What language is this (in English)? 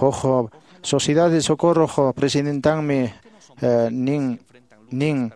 Quechua